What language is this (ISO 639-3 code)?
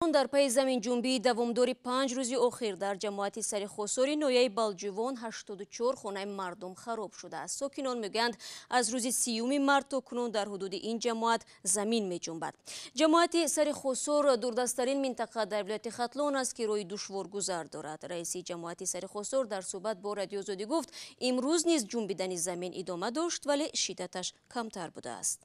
tgk